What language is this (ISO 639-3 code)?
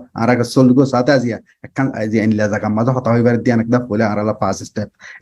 rhg